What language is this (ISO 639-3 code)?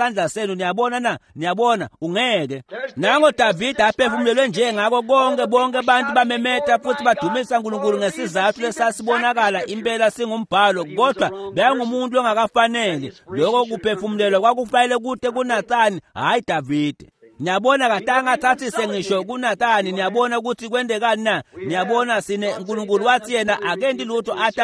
ssw